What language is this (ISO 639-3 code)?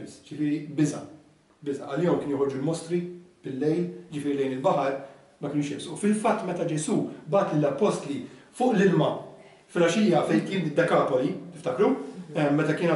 mlt